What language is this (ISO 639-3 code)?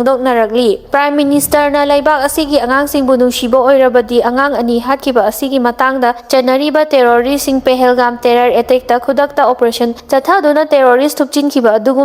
mni